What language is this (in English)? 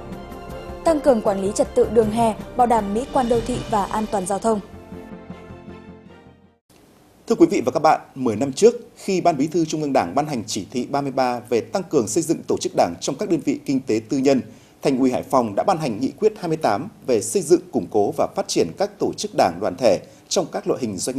Vietnamese